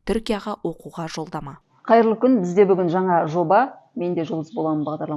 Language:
Kazakh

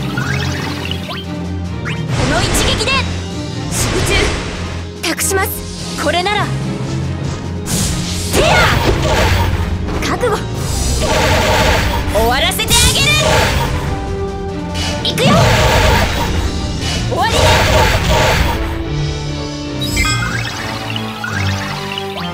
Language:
Japanese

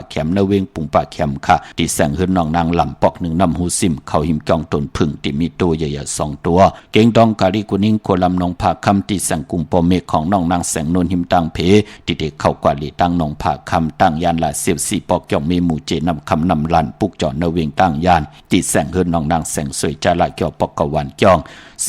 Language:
Shan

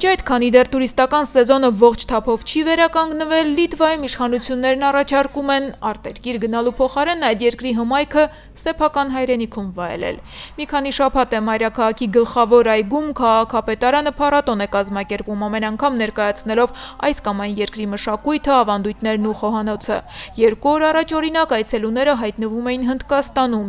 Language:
Armenian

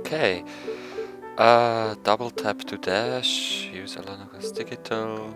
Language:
Swiss German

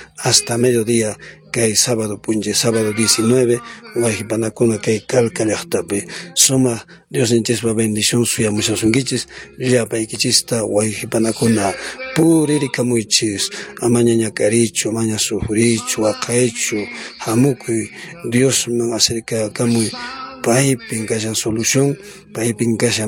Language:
Quechua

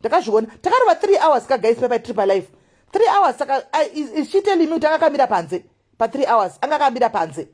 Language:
Shona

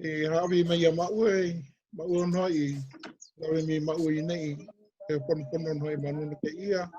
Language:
Hawaiian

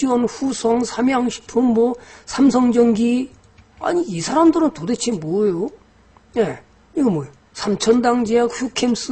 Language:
Korean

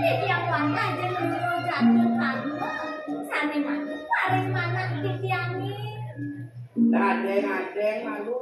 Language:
Balinese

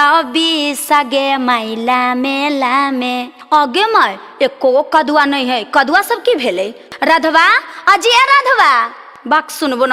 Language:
Magahi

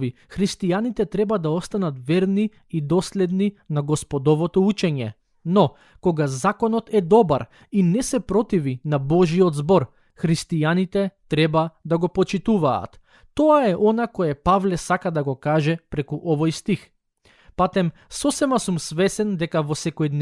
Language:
Macedonian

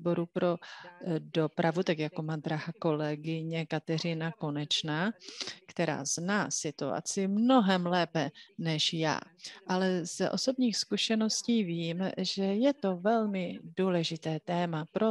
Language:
Czech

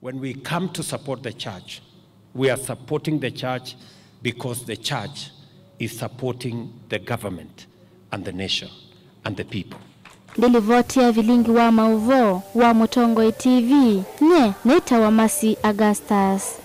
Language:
Kamba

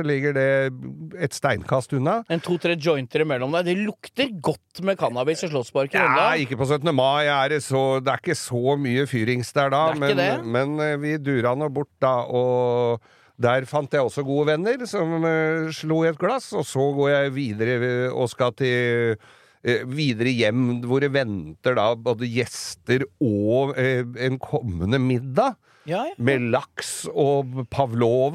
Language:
Norwegian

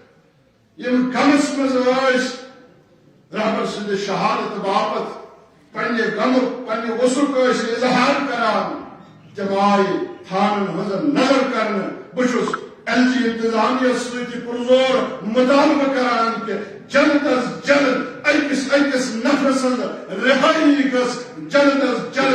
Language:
Kashmiri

